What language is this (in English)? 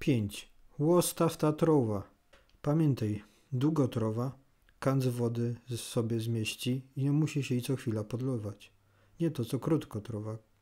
Silesian